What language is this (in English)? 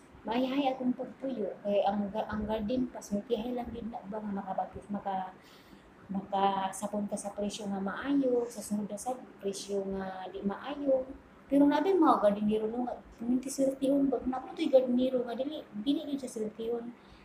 Cebuano